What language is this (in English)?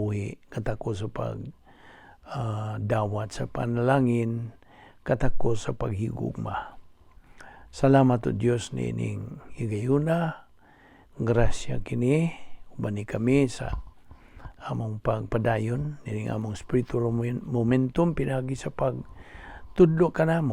Cebuano